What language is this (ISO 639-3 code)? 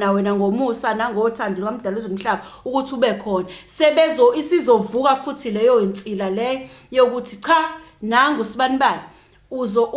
zul